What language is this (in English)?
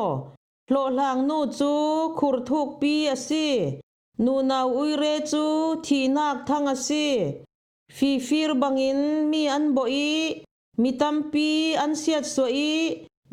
Falam Chin